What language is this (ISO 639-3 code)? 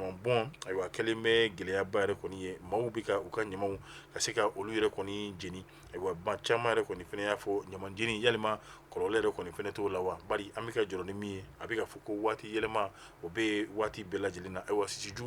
bam